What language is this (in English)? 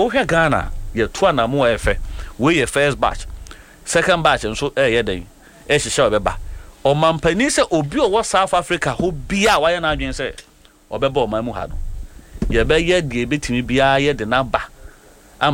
Akan